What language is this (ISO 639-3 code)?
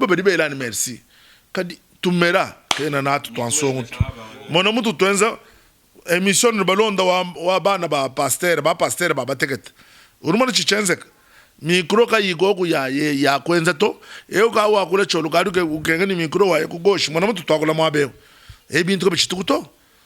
lua